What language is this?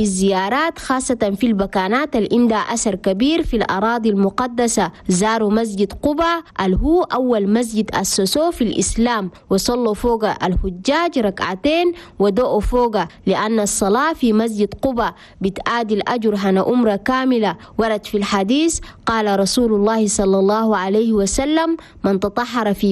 Chadian Arabic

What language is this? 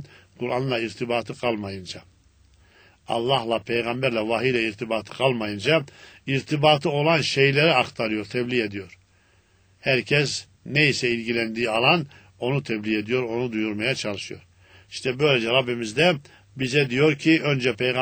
Turkish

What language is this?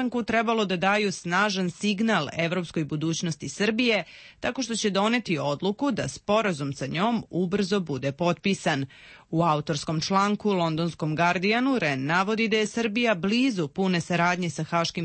Serbian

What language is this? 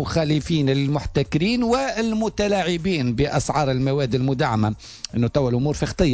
Tunisian Arabic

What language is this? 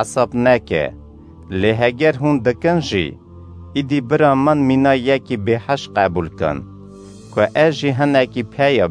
Kurdish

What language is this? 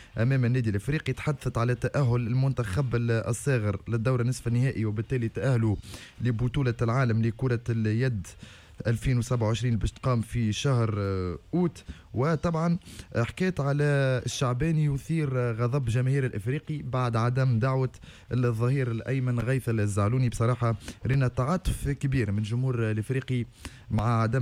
Tunisian Arabic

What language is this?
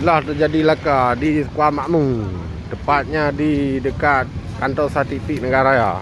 Achinese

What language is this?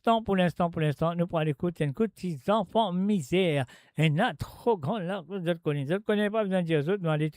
Morisyen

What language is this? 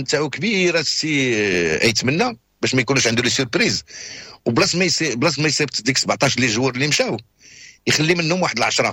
Moroccan Arabic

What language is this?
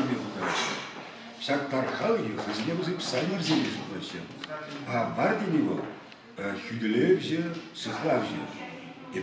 Chuvash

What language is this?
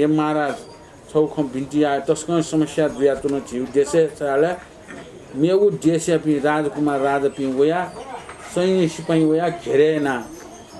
Newari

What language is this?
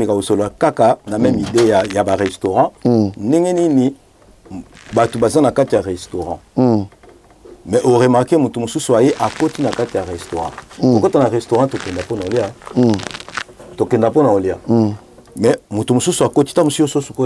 Lingala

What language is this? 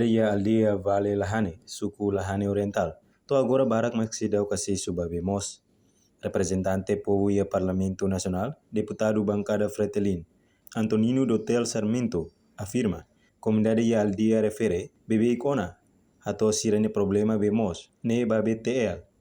Tetum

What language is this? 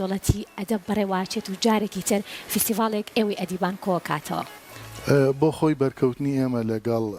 Central Kurdish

